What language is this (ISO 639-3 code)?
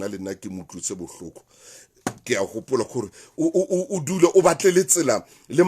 sot